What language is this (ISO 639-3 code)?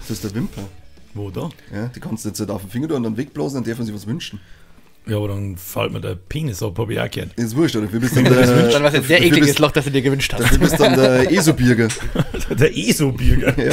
bar